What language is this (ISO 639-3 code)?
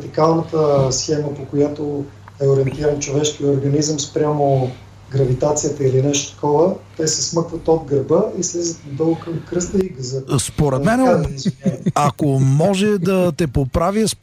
bul